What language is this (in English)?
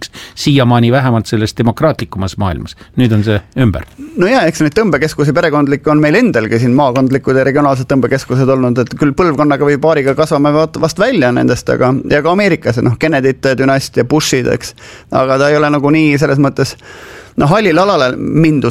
Estonian